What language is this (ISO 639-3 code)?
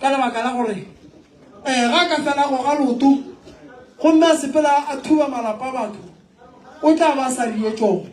nso